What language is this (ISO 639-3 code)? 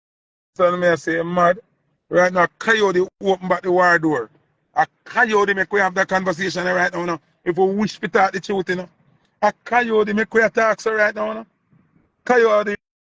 jam